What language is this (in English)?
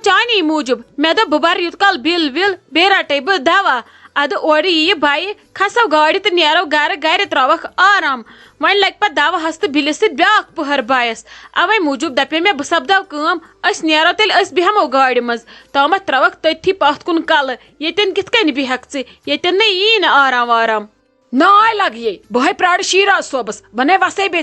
Kashmiri